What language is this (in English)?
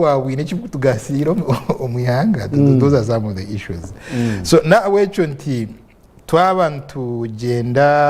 Nyankole